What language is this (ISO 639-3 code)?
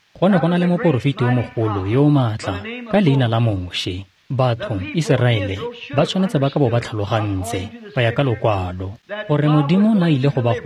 tsn